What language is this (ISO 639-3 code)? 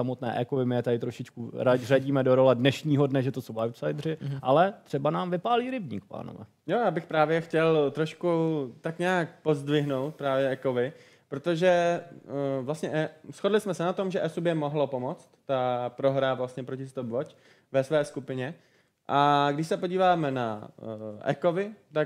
ces